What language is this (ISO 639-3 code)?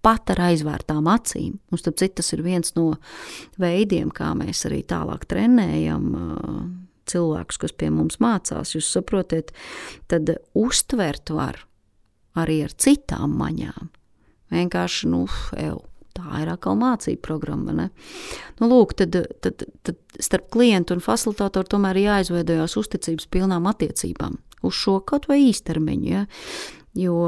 lav